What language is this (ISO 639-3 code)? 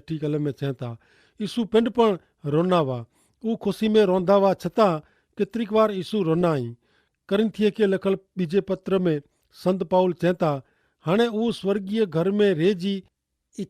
kfr